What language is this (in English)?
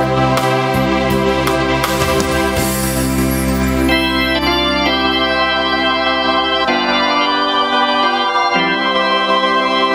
Konkani